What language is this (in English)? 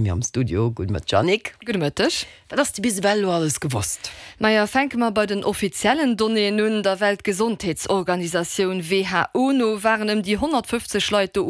Luxembourgish